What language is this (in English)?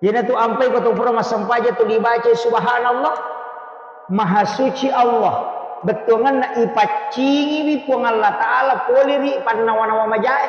Buginese